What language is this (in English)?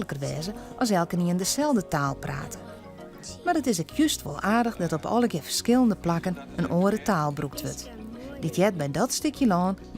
Western Frisian